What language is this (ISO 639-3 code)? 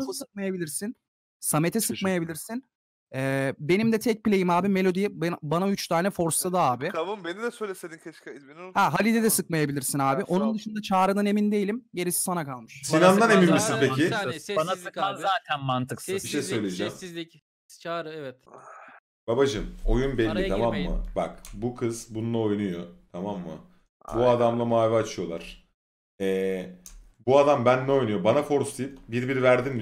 tur